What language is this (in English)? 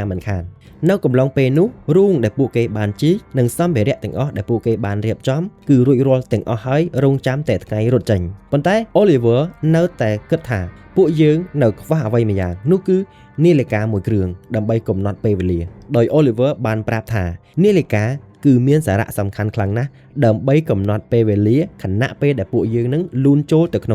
Khmer